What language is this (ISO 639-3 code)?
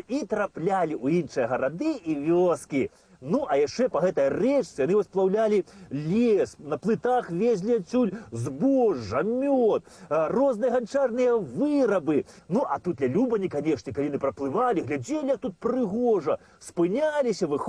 bel